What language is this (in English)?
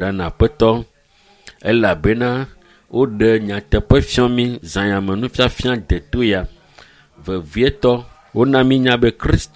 Ewe